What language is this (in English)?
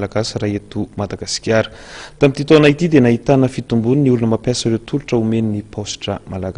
Malagasy